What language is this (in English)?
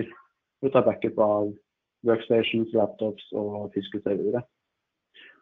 Norwegian